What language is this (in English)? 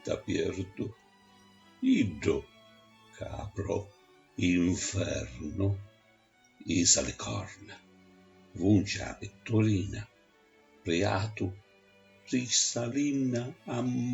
Sicilian